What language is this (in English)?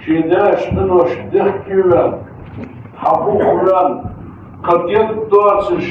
Ingush